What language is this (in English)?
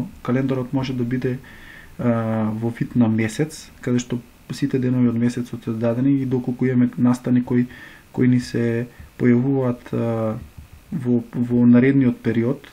Macedonian